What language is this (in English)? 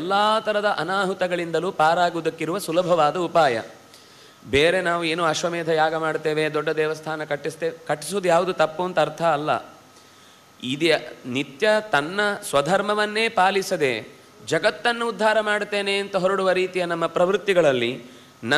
Kannada